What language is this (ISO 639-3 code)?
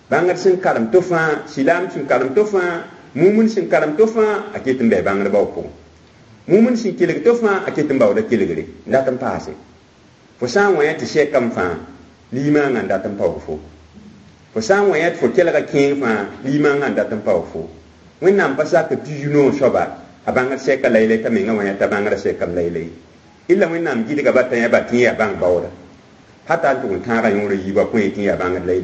mos